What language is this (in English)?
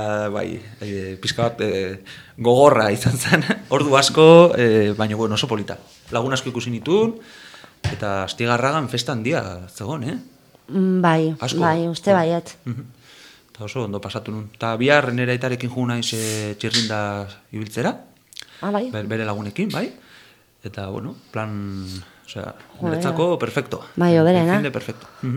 Basque